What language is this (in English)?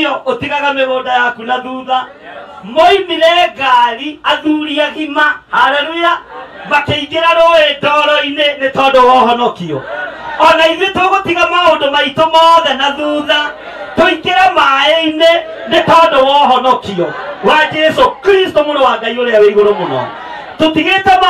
Kikuyu